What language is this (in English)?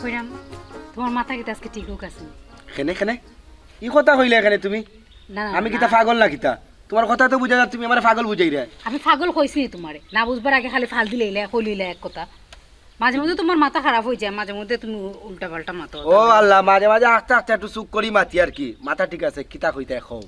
Sylheti